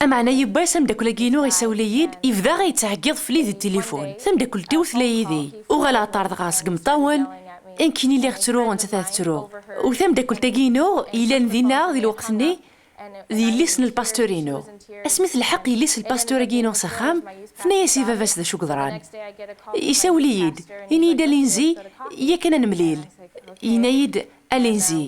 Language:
Kabyle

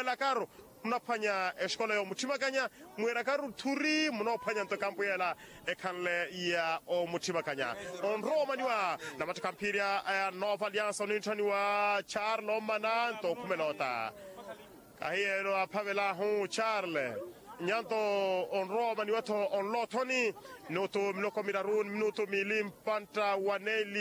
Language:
Makhuwa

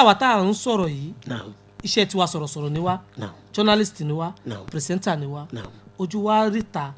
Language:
Yoruba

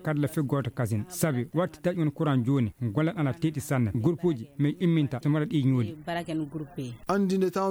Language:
Fula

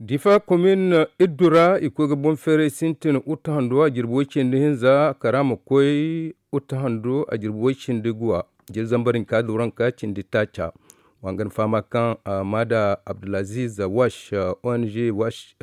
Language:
Zarma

